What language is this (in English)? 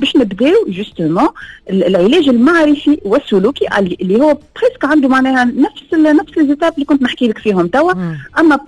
Tunisian Arabic